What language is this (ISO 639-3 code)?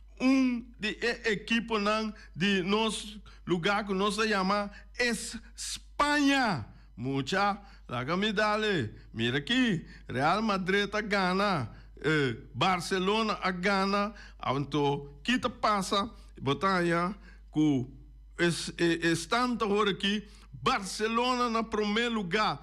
pap